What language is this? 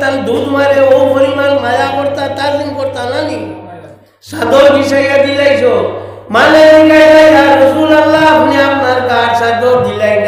Sylheti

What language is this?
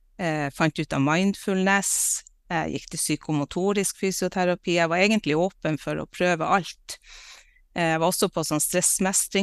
Norwegian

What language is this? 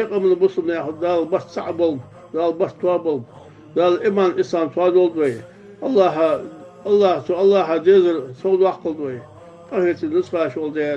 Ingush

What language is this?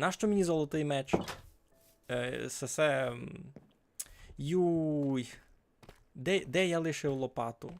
Rusyn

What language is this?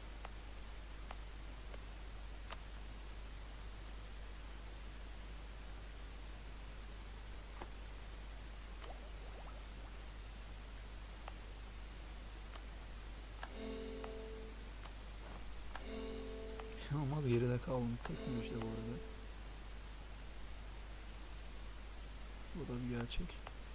Turkish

